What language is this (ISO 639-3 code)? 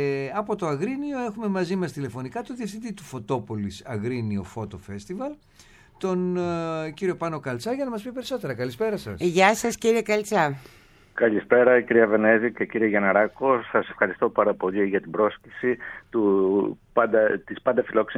ell